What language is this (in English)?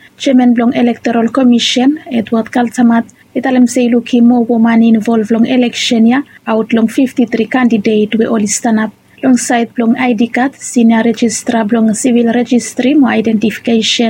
Bislama